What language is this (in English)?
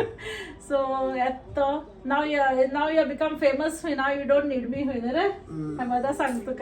Konkani